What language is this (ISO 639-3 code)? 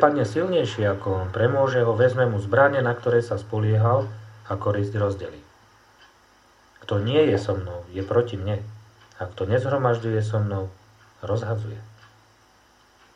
slk